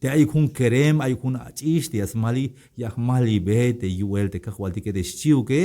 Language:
Tzeltal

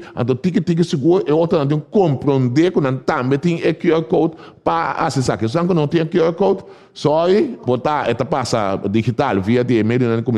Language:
Papiamento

